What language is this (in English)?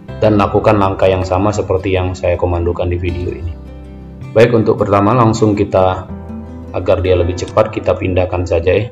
Indonesian